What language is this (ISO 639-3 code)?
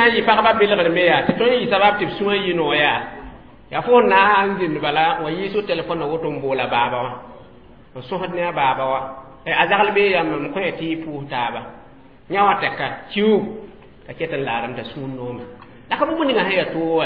mos